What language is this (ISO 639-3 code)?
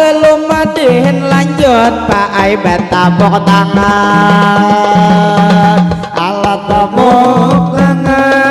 bjn